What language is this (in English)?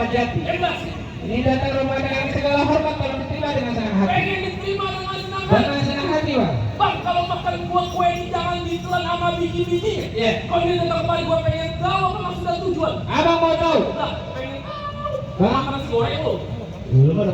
Betawi